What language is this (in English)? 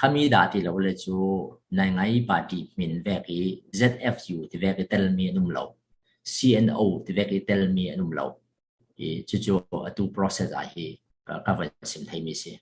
Falam Chin